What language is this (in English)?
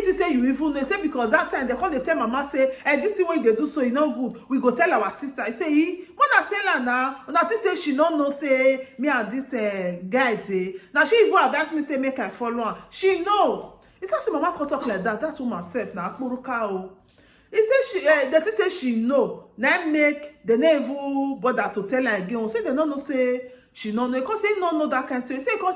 Nigerian Pidgin